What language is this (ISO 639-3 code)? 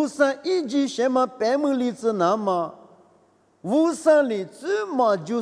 lis